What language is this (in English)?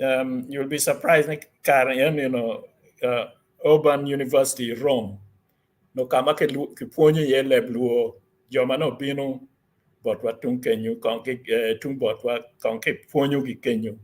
Acoli